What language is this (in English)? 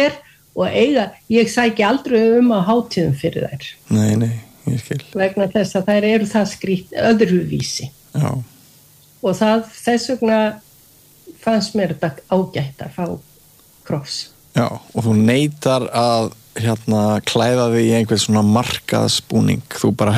Icelandic